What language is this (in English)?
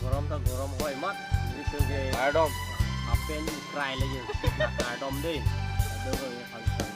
Karbi